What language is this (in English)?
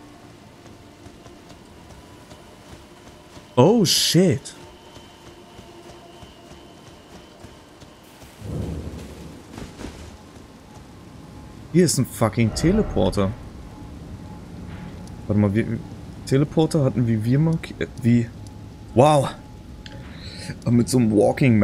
German